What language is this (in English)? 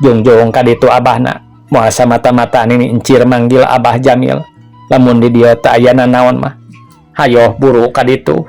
Sundanese